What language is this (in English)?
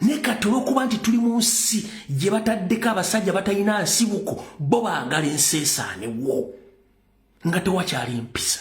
Ganda